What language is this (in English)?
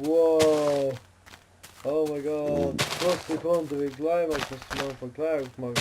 Faroese